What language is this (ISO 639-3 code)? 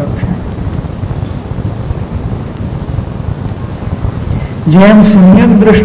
guj